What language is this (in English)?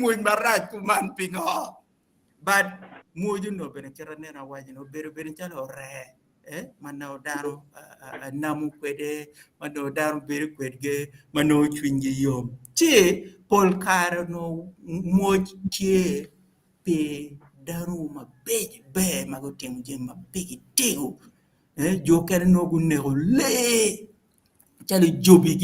Acoli